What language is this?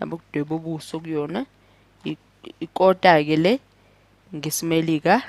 Zulu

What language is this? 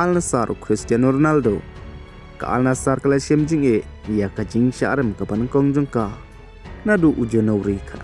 Khasi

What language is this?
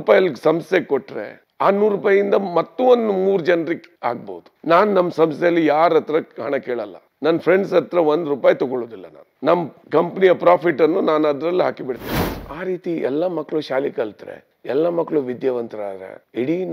Kannada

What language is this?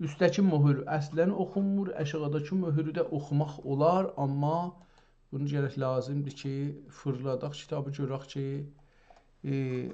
South Azerbaijani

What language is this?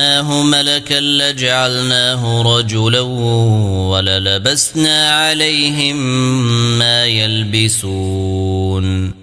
Arabic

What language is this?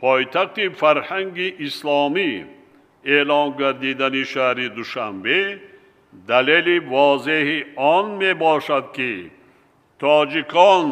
Tajik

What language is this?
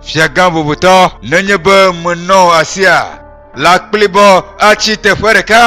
Ewe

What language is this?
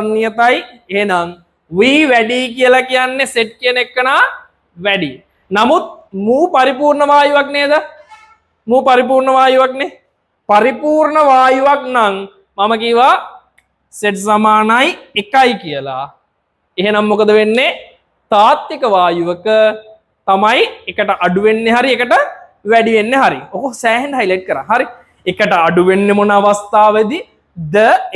Sinhala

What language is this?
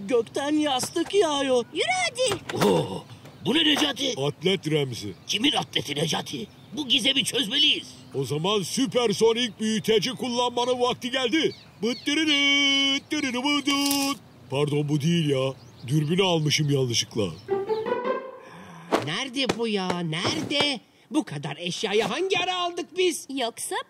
Turkish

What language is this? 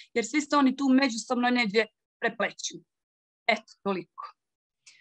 Croatian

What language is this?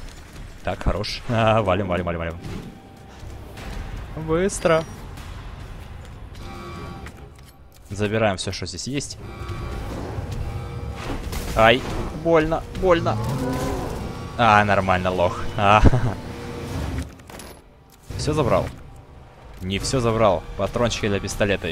Russian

